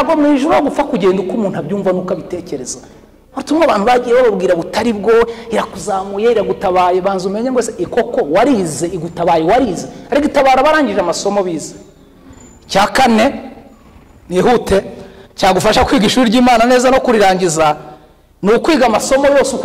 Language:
Kinyarwanda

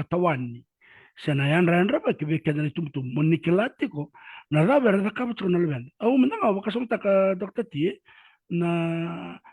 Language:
Fijian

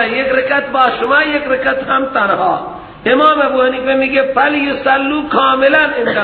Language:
Persian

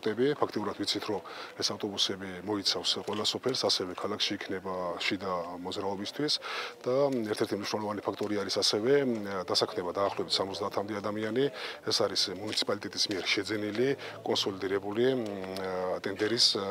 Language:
Georgian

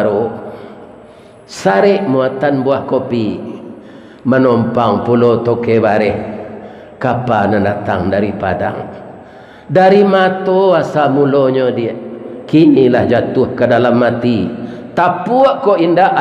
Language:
Minangkabau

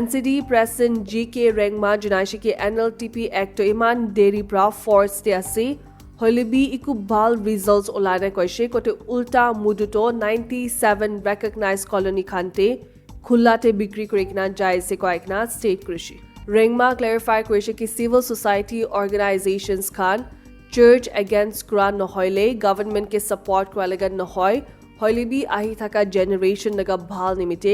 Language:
Naga Pidgin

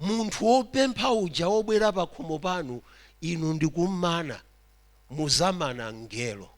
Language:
Nyanja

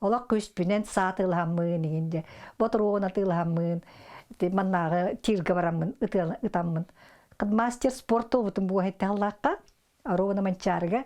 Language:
Yakut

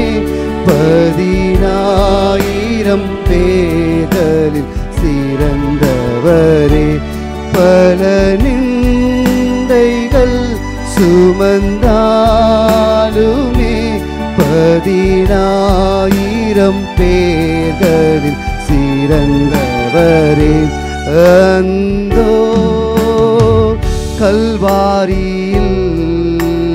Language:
Tamil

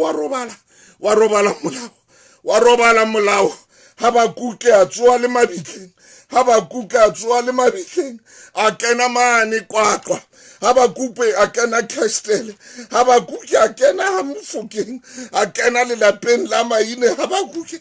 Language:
Southern Sotho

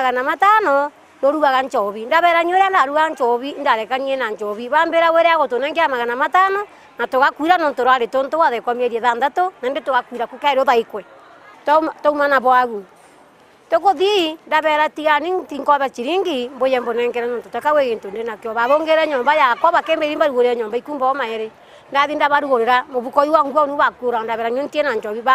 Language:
Meru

